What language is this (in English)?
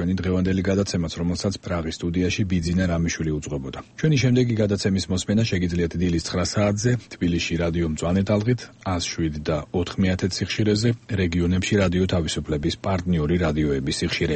Georgian